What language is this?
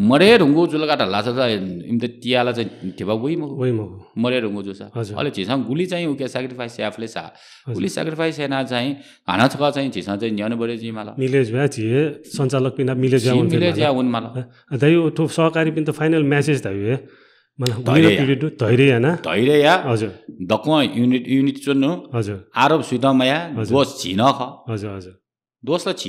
Newari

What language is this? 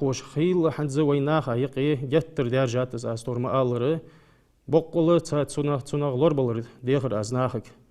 Ingush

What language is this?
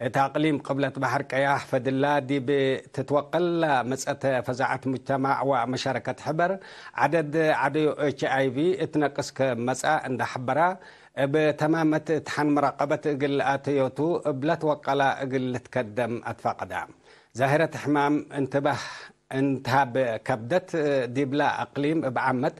Tigre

